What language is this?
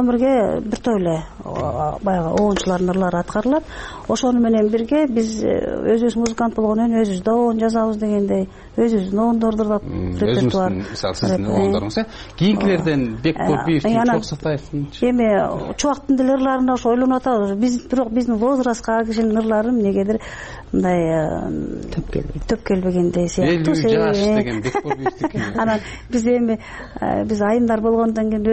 Kyrgyz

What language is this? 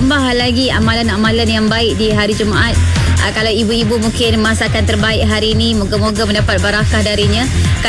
Malay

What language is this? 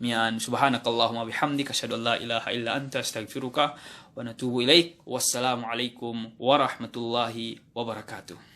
Yakan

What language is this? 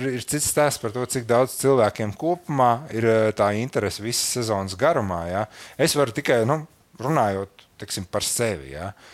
Latvian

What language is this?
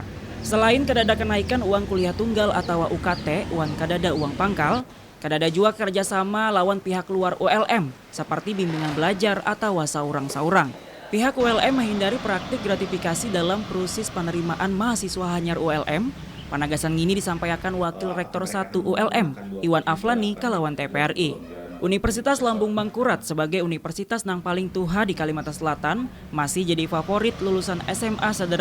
Banjar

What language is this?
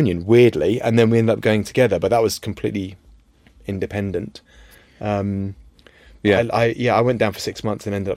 English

